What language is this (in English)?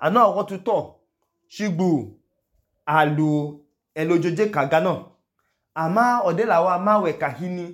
Idoma